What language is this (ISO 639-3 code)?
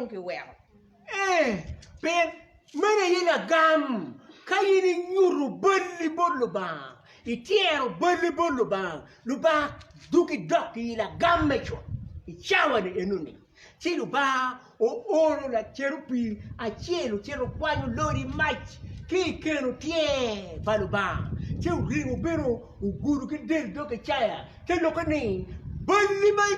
ach